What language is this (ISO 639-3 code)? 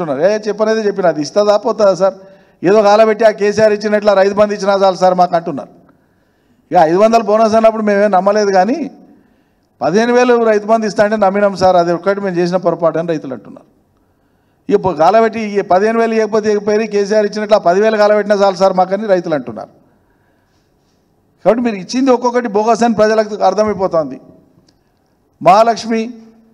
tel